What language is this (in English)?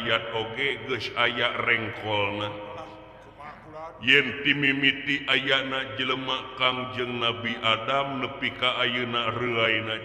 Sundanese